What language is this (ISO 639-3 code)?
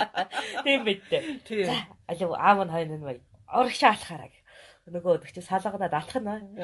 mon